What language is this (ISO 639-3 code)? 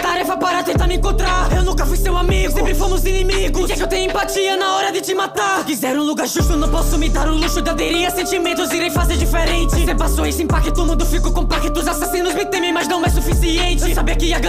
por